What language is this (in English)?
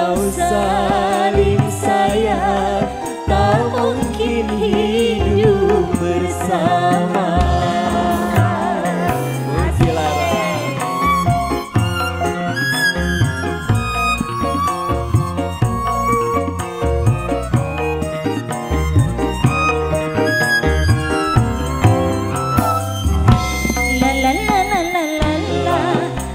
Indonesian